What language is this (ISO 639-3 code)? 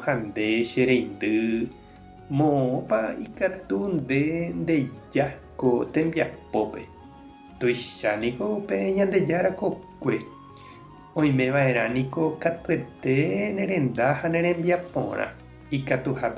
grn